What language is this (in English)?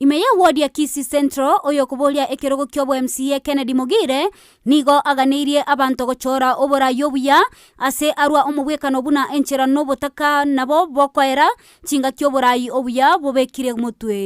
Gusii